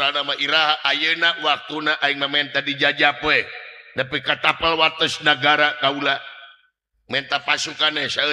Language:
Sundanese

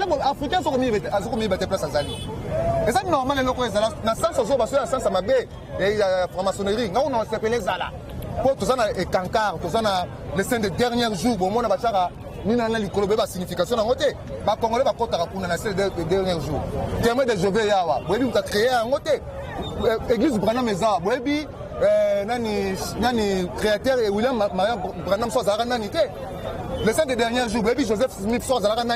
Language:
Lingala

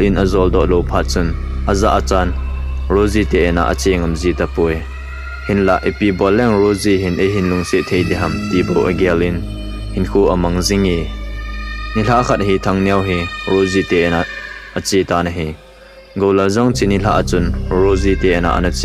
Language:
Thado Chin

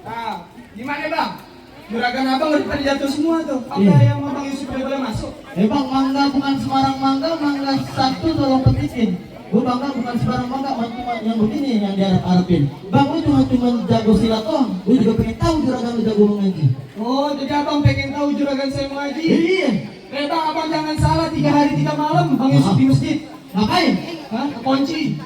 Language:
Betawi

